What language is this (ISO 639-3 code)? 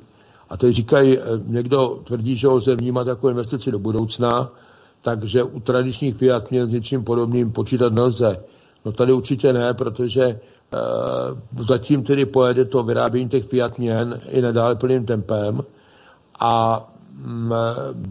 ces